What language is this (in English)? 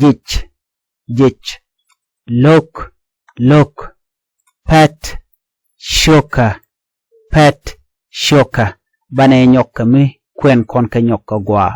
Nuer